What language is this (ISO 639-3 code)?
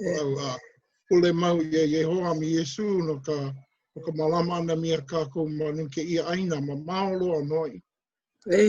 haw